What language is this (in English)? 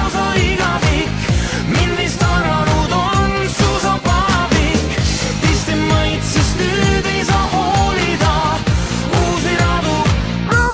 Estonian